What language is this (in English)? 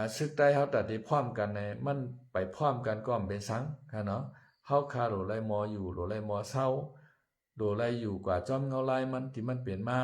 Shan